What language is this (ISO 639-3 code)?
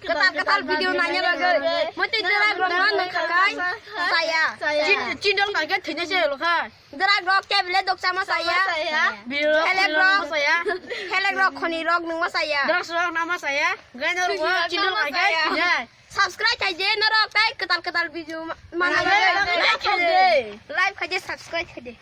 trp